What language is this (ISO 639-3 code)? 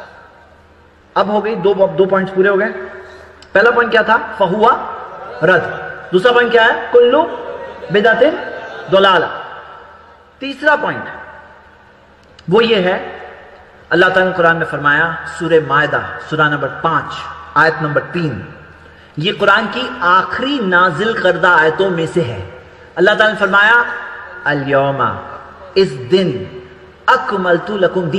urd